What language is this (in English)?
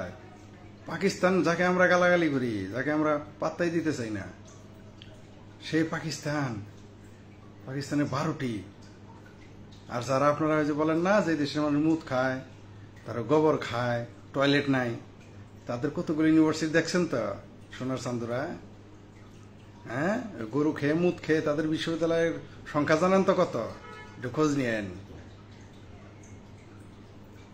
Bangla